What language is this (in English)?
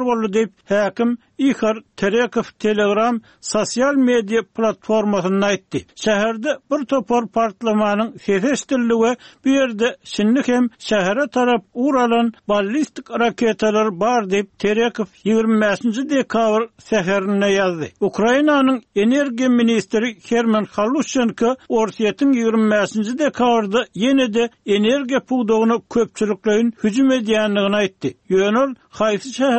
Kyrgyz